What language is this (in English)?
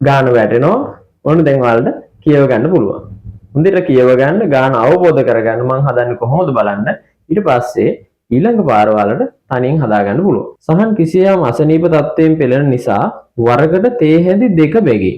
Sinhala